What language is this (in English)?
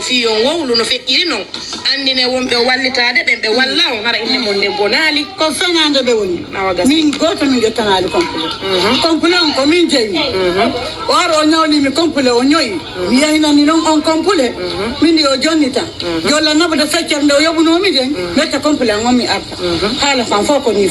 Pular